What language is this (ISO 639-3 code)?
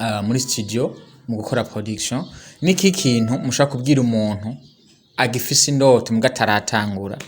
run